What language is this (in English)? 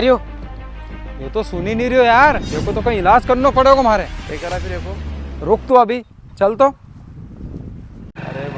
Rajasthani